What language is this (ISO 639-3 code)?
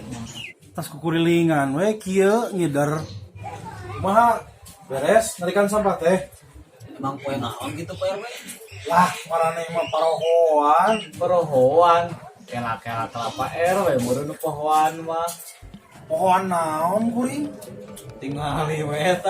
sun